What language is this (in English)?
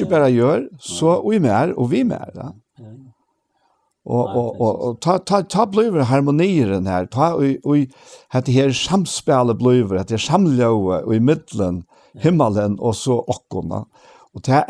Faroese